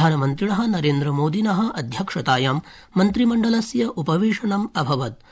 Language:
Sanskrit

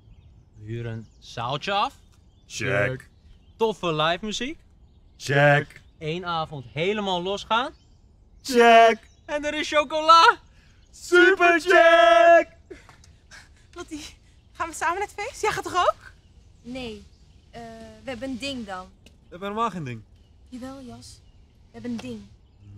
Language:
Dutch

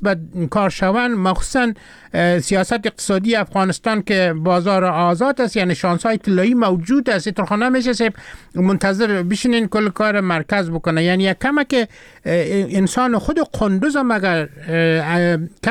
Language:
Persian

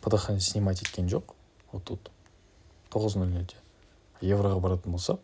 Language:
Kazakh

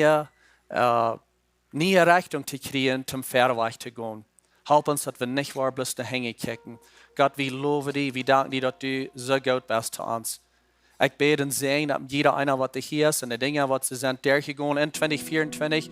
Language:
Plautdietsch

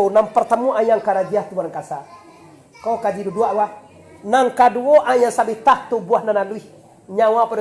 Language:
Minangkabau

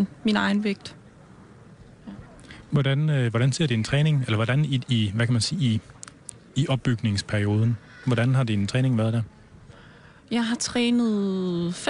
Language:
Danish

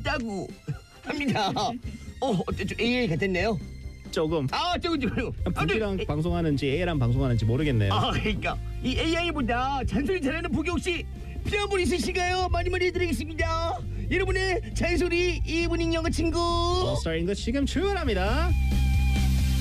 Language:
Korean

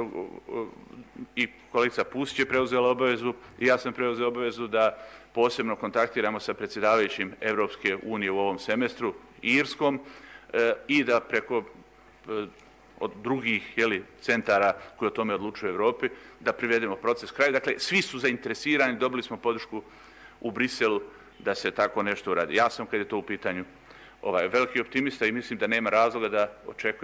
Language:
Bosnian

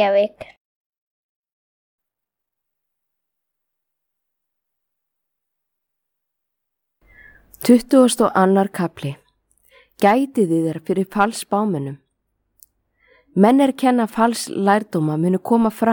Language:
Icelandic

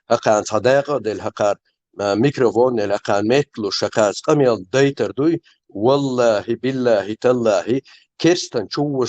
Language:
Chechen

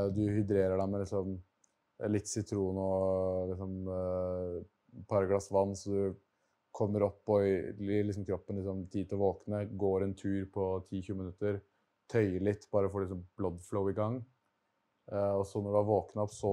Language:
Norwegian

